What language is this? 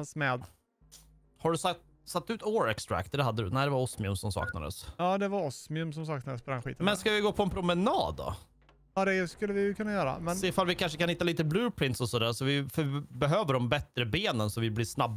Swedish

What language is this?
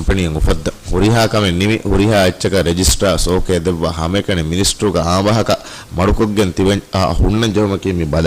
Divehi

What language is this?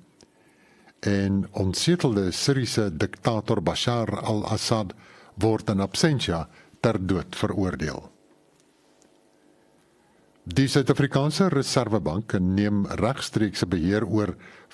Afrikaans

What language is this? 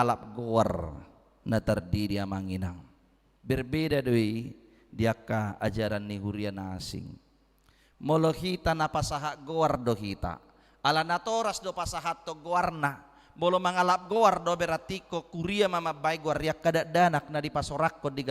Batak Toba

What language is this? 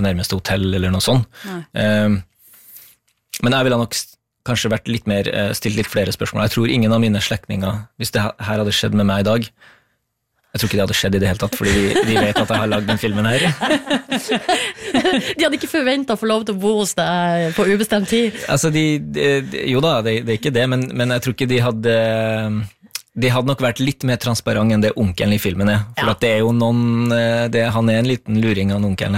Norwegian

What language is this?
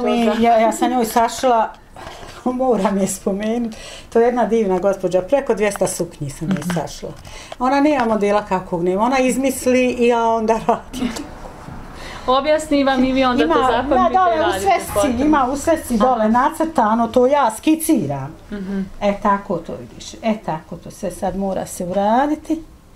Bosnian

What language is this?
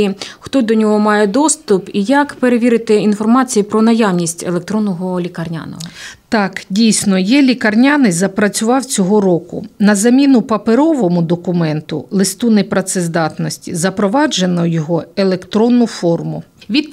Ukrainian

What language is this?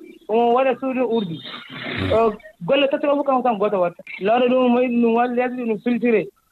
Fula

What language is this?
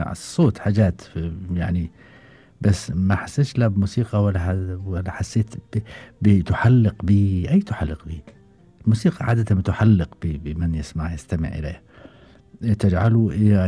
Gulf Arabic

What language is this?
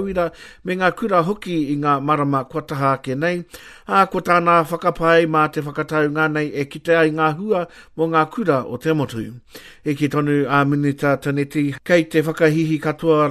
Māori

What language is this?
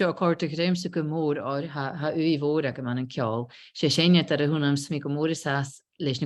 Scottish Gaelic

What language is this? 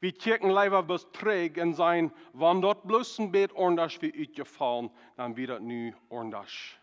Plautdietsch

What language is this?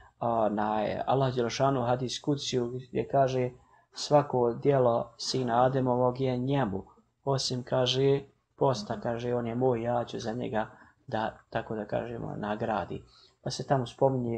Bosnian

